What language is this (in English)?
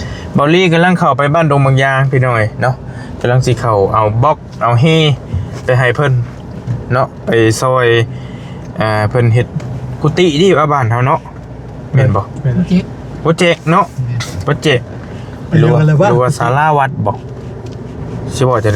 Lao